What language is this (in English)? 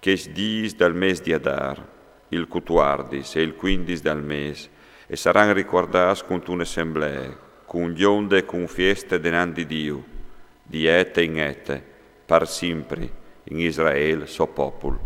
Friulian